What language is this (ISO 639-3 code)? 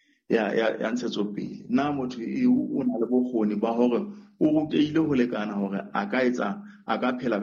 sot